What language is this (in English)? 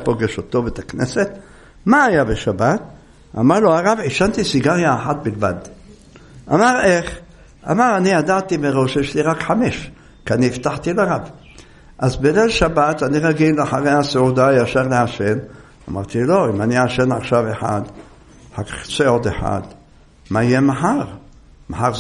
Hebrew